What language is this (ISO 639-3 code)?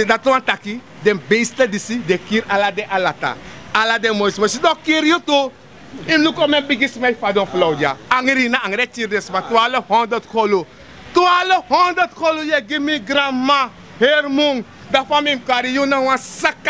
srn